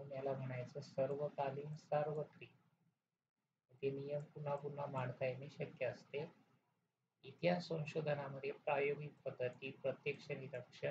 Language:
Marathi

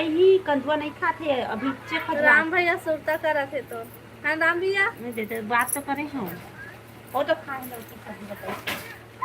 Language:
Chhattisgarhi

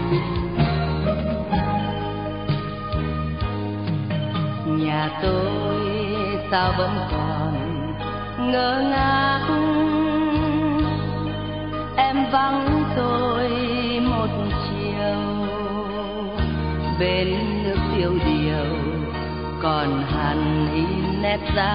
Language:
Vietnamese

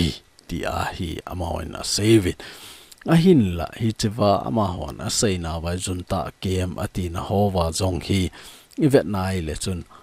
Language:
Thado Chin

